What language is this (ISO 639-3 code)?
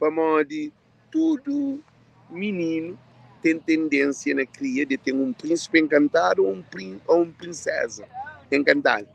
kea